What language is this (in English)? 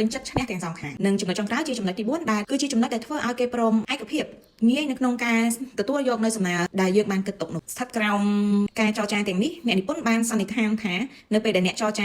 Khmer